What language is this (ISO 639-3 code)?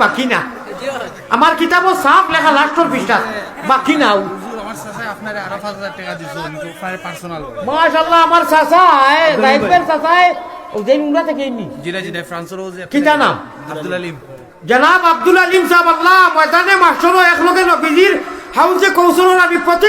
syl